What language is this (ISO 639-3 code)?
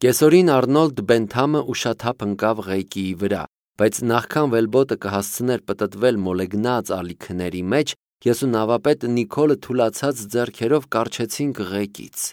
hye